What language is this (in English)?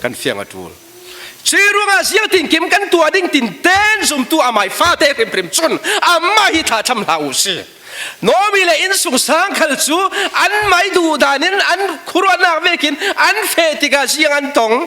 Falam Chin